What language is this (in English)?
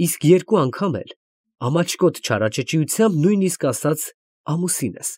Armenian